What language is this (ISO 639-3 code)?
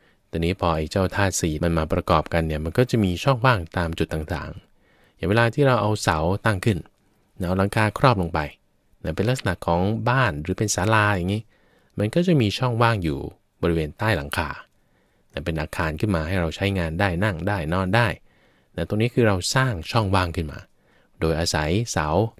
tha